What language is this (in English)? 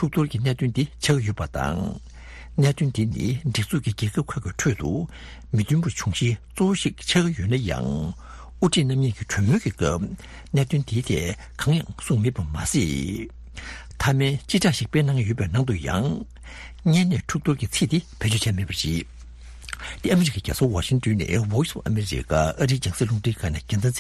Tibetan